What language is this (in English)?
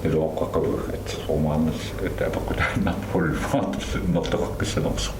Kalaallisut